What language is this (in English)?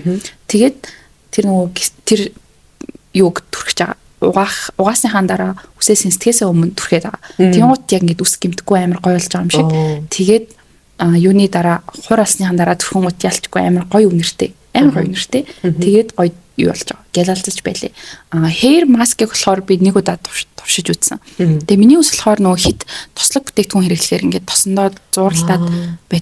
Mongolian